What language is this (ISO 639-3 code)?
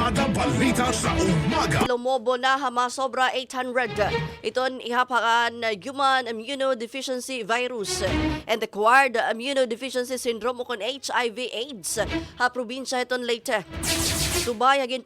war